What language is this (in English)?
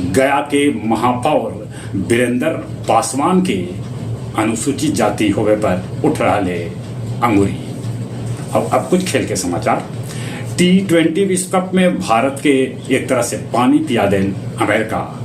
Magahi